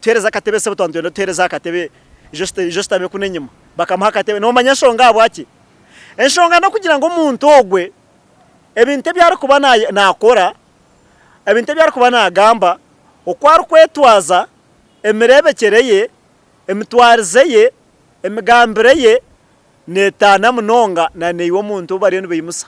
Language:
Nyankole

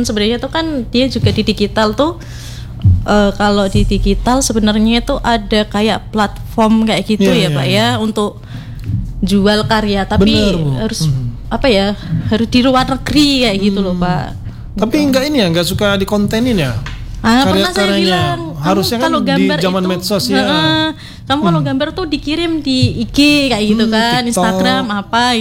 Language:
Indonesian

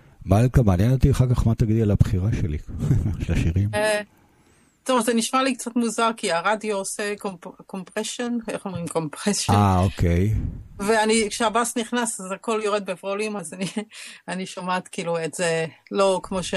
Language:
Hebrew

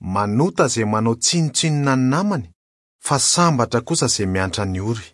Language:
Malagasy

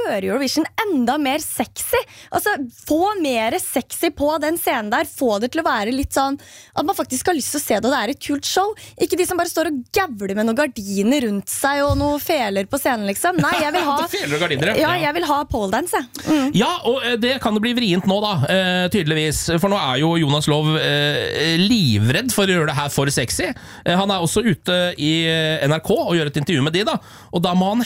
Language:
Norwegian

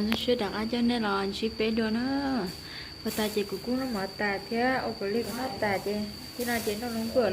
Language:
Hmong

